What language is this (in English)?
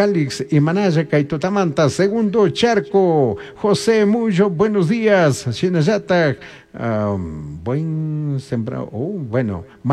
Chimborazo Highland Quichua